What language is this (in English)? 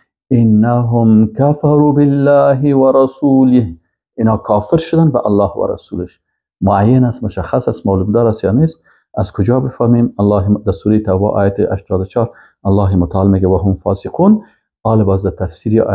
Persian